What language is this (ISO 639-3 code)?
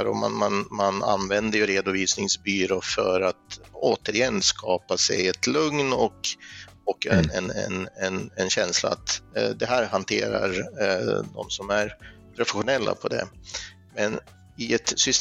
swe